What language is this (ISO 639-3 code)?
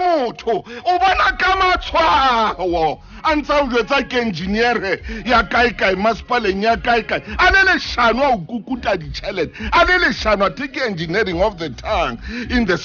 sot